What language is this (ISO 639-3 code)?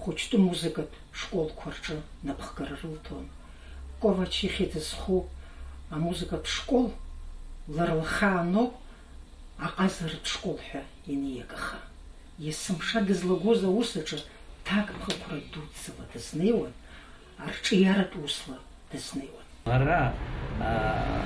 abk